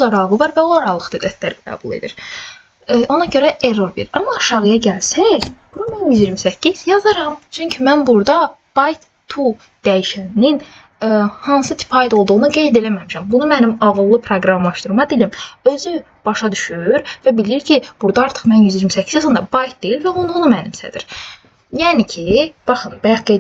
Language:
Azerbaijani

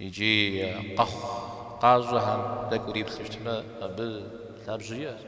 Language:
Kabardian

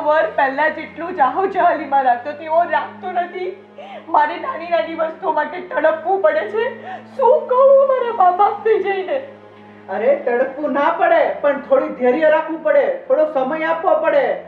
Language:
Gujarati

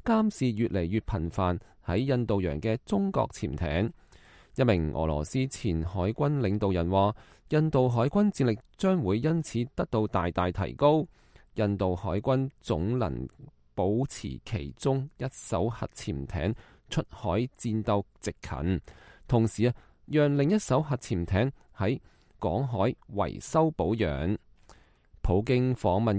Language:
Cantonese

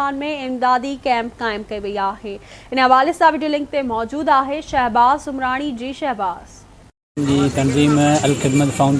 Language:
Sindhi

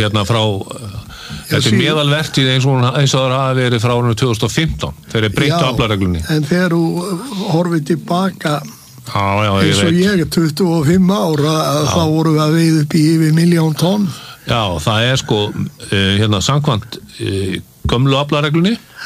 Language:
Icelandic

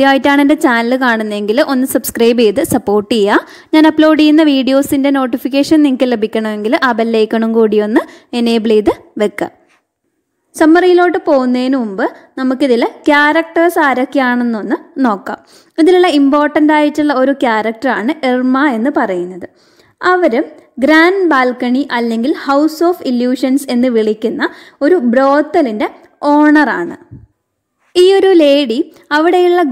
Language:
Malayalam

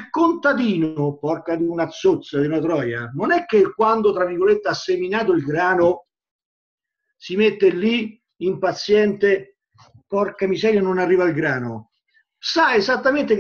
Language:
Italian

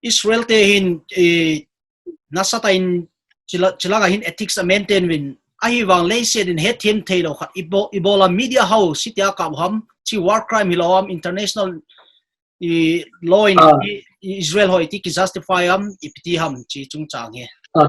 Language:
Paite Chin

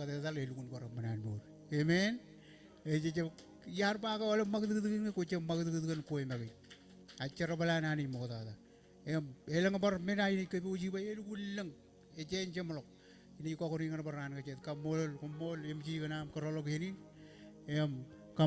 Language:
Marshallese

